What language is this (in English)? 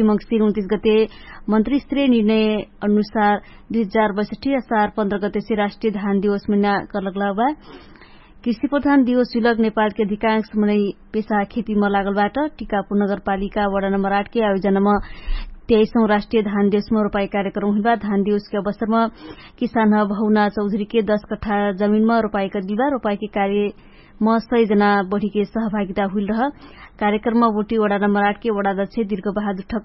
Dangaura Tharu